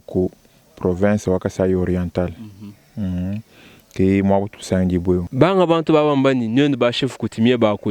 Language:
Luba-Lulua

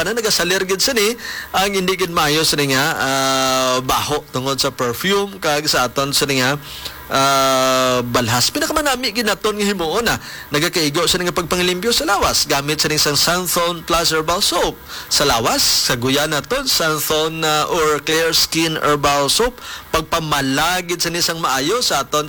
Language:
Hiligaynon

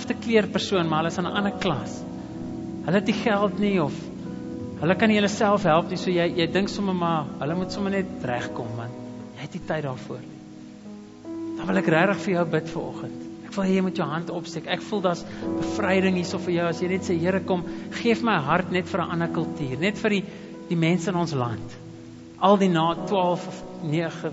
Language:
Afrikaans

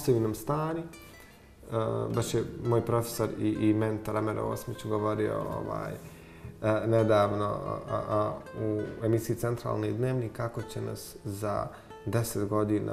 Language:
Bosnian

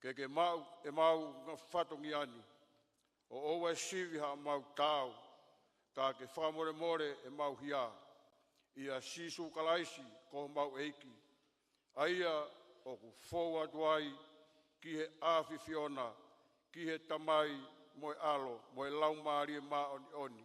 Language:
Tongan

